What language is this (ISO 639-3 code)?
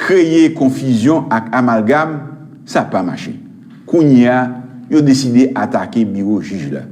hat